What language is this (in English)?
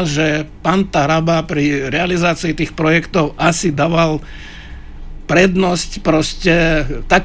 Slovak